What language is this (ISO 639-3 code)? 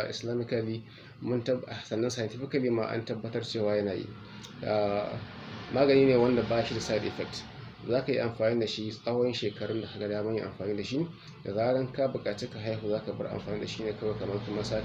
hau